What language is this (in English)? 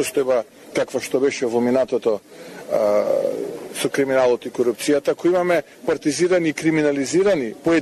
Macedonian